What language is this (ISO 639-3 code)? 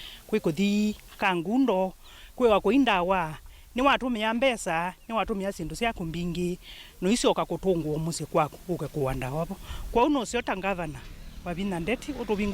kam